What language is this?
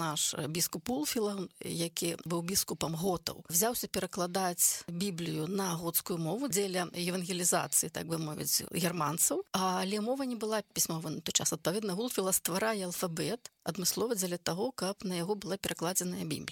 Belarusian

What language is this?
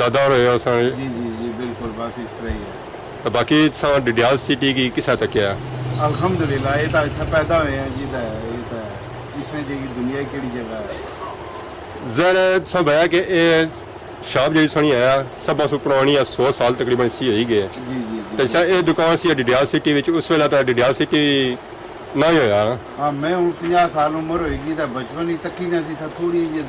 Pahari-Potwari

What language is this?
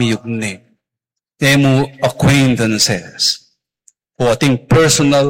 Pampanga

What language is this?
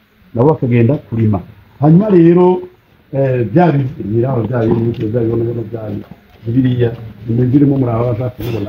Rundi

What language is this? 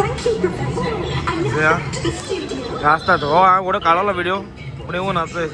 Konkani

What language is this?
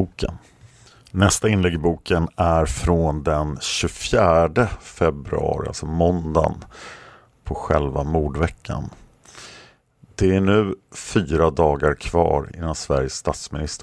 Swedish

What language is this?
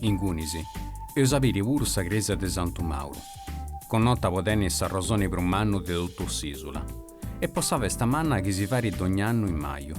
Sardinian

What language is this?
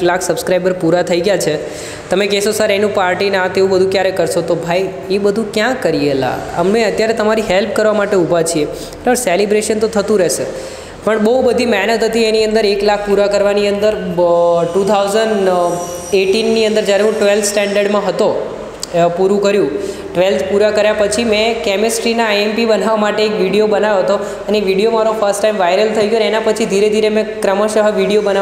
Gujarati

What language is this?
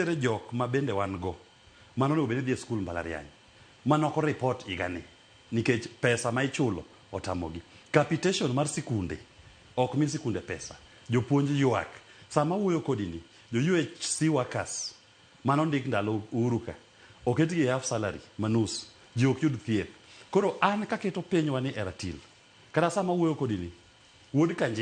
Luo (Kenya and Tanzania)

